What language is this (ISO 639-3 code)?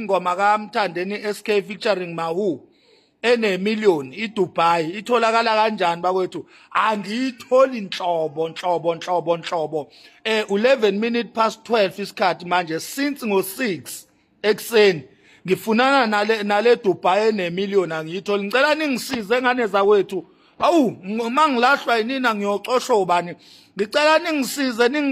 zul